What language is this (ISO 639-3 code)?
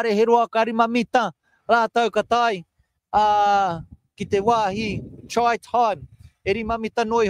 mri